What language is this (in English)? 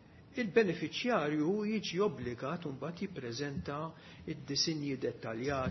Maltese